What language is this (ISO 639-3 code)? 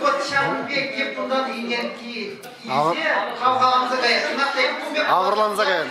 chv